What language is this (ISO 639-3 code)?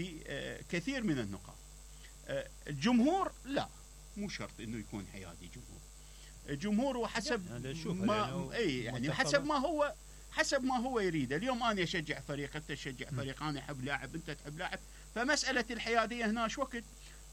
acm